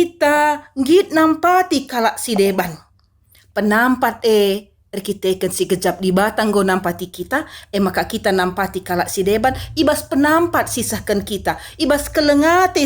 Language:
Batak Karo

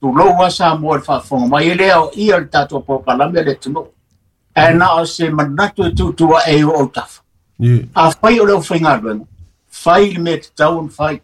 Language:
Samoan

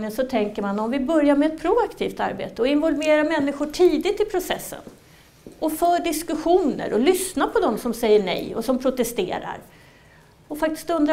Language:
Swedish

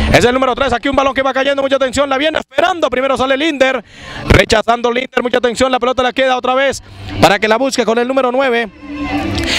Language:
Spanish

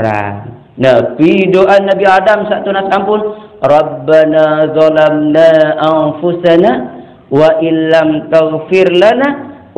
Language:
Sasak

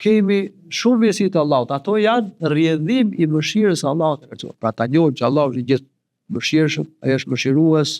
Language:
Albanian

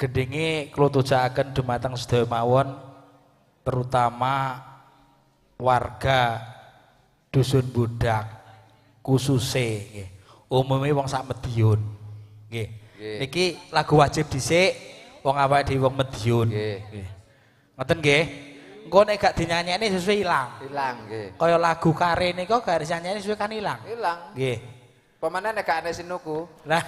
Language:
Javanese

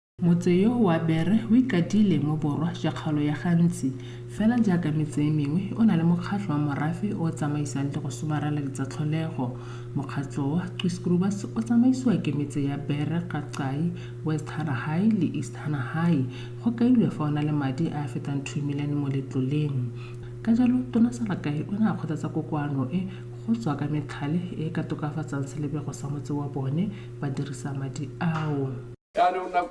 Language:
Tswana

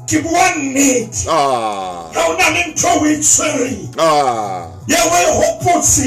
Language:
Southern Sotho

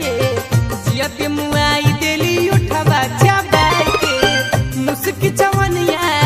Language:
Bhojpuri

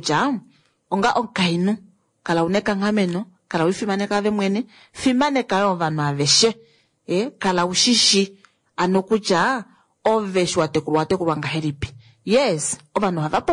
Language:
Kuanyama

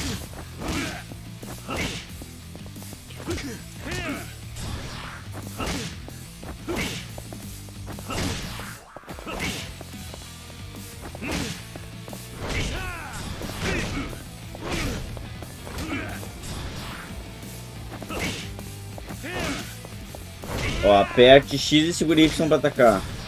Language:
Portuguese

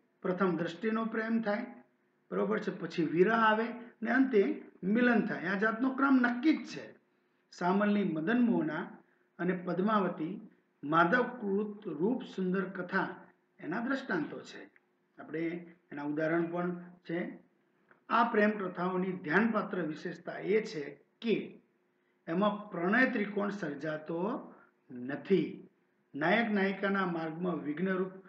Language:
Gujarati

